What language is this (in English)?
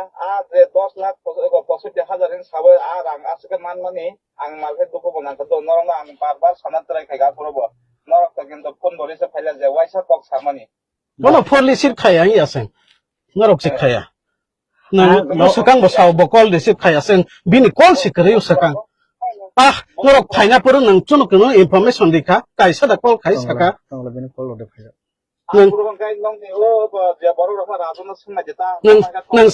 Kok Borok